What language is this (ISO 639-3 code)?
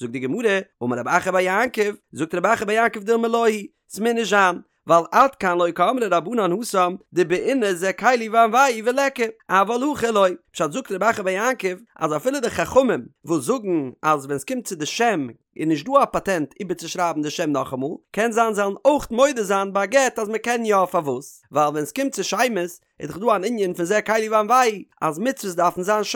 yid